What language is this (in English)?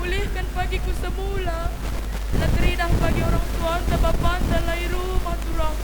Batak Karo